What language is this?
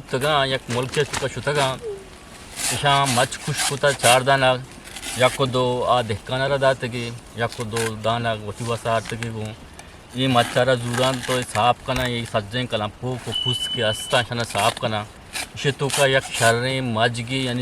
Eastern Balochi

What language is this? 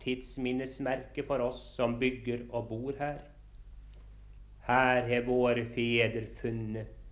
Norwegian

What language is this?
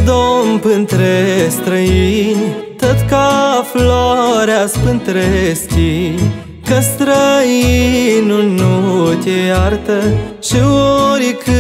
Romanian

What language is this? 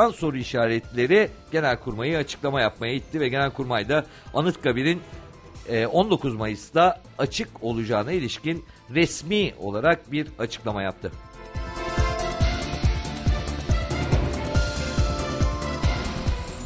Turkish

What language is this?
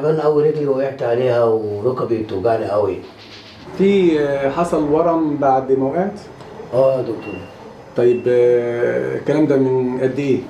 Egyptian Arabic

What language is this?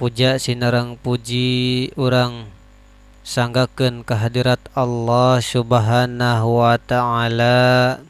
Sundanese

